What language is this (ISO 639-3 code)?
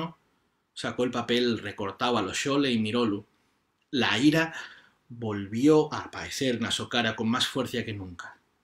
ast